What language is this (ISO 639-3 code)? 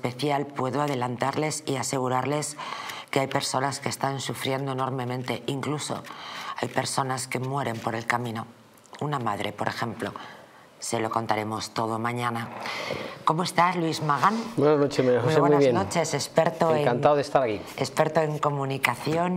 spa